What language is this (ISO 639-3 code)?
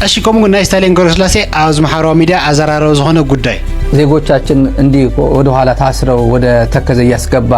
tir